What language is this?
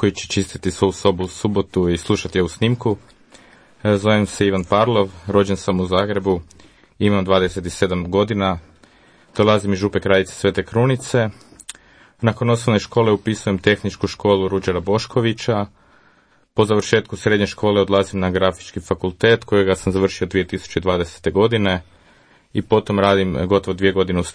Croatian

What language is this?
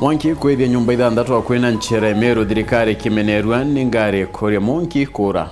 Meru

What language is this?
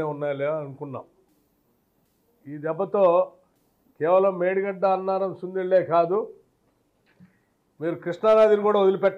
Telugu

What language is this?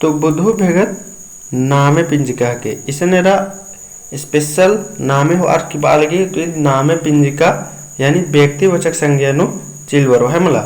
Kurukh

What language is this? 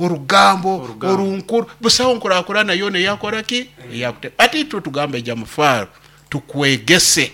Nyankole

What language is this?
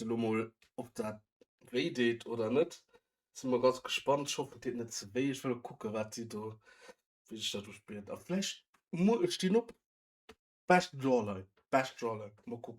Luxembourgish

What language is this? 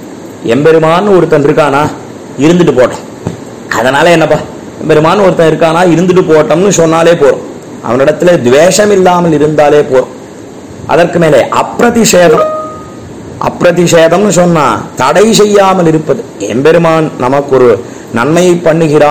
Tamil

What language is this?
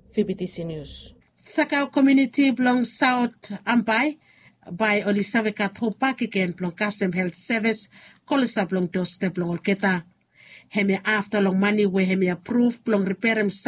Bislama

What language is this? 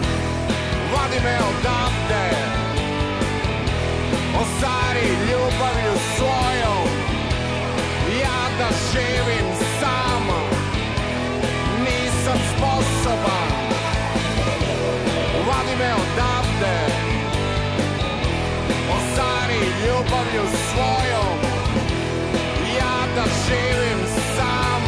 Serbian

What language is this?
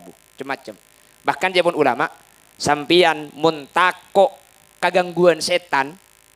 Madurese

